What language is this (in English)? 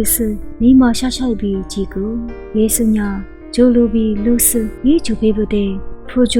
Lisu